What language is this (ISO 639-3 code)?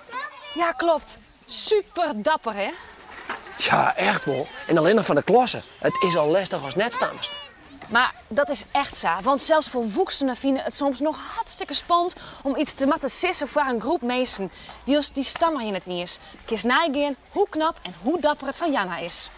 fry